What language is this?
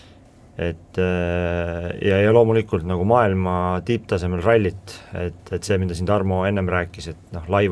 Estonian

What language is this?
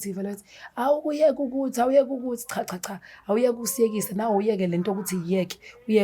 Zulu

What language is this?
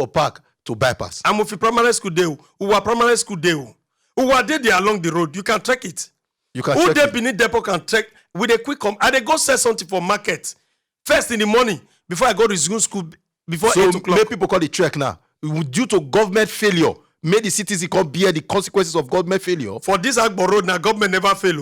Nigerian Pidgin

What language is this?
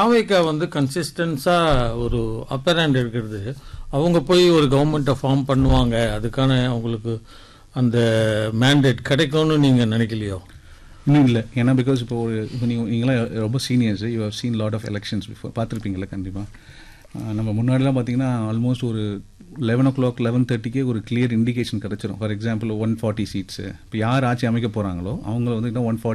Tamil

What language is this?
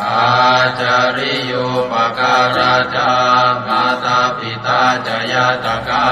Pali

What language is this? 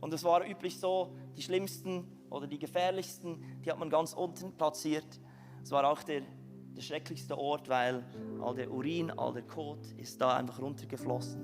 Swiss German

